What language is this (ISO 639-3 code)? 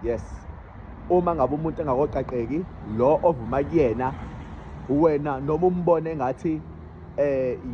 zul